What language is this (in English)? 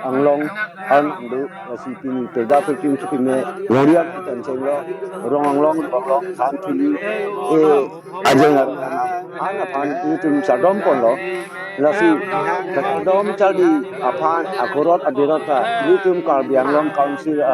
Karbi